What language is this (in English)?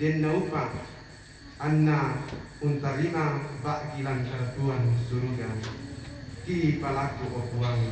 Toraja-Sa'dan